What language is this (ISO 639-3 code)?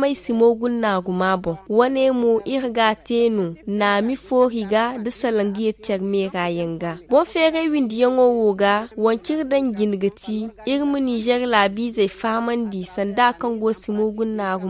dje